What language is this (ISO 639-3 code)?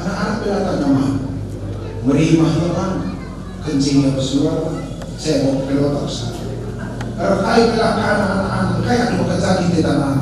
btx